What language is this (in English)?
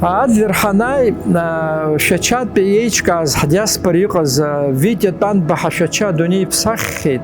Abkhazian